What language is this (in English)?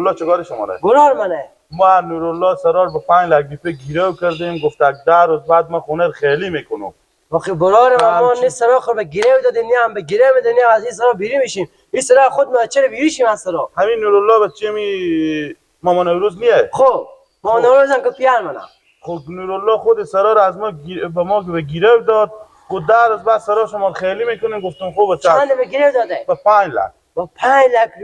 Persian